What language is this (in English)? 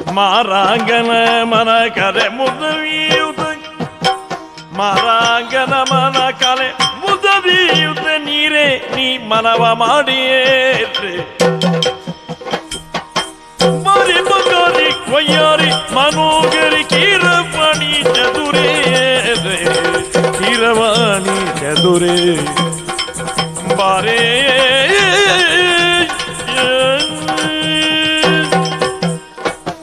Kannada